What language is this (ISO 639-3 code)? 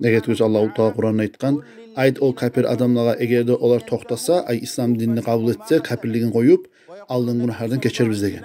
kum